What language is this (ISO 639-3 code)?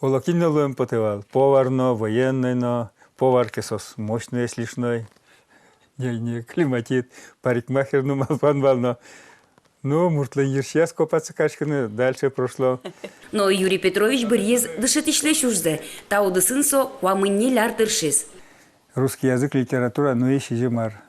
udm